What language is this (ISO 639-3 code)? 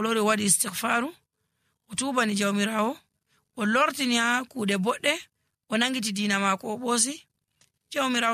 fuv